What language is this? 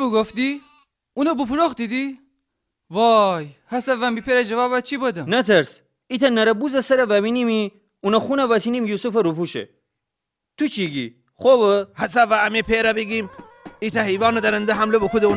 Gilaki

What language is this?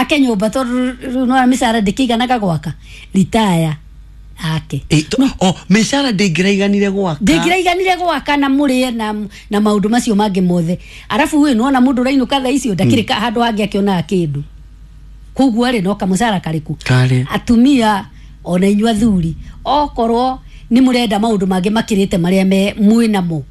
Kikuyu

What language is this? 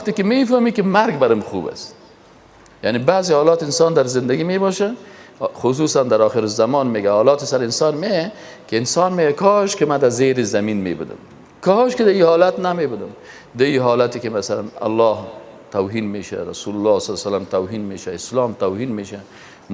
Persian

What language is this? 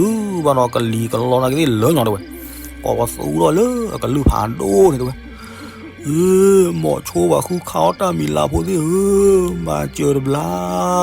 S'gaw Karen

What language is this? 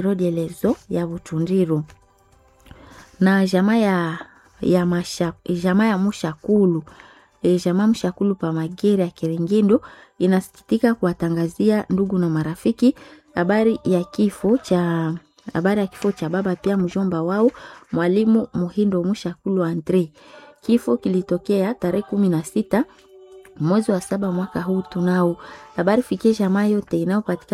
Swahili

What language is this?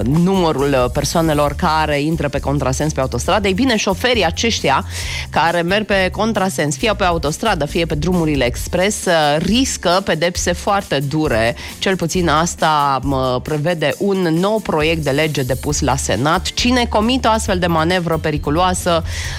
Romanian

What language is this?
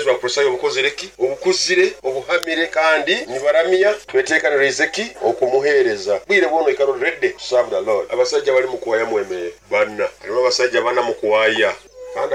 Nyoro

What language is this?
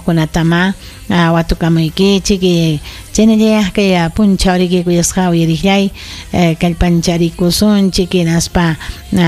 Ayacucho Quechua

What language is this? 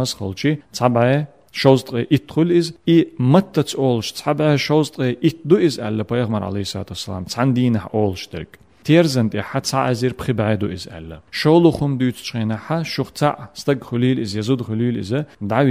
Chechen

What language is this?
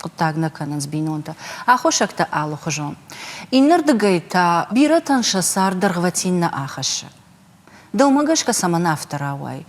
Ossetic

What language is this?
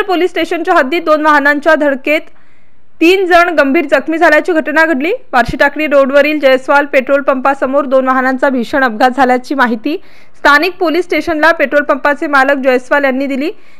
Marathi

